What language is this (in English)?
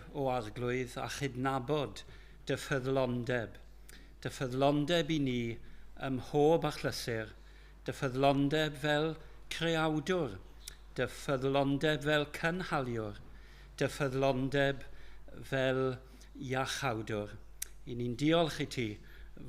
Welsh